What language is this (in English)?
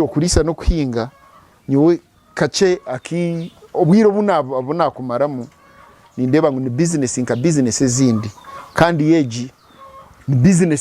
Nyankole